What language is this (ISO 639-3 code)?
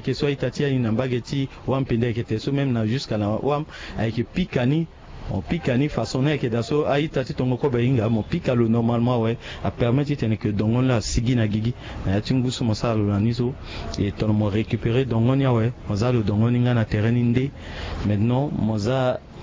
sag